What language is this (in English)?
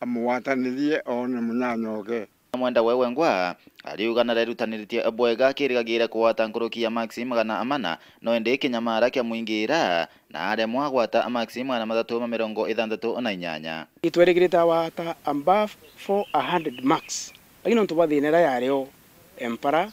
Meru